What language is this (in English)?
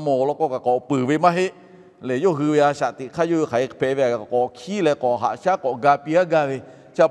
Lahu